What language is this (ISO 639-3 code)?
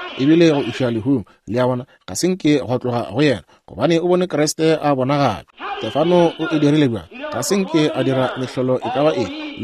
nso